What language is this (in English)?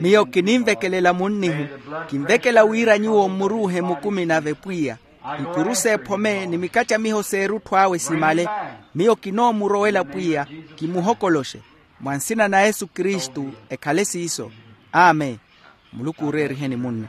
Makhuwa